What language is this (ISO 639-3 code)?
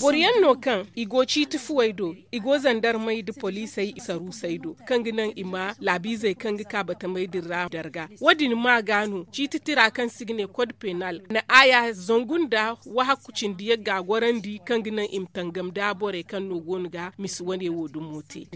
dje